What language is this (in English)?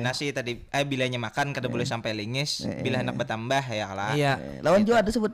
Banjar